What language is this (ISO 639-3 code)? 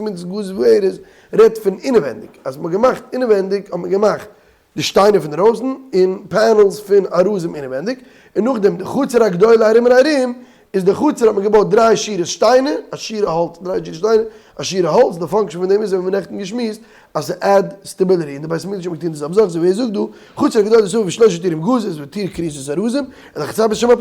yid